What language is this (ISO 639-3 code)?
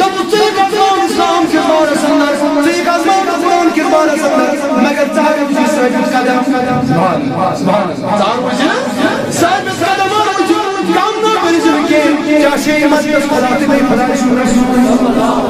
kas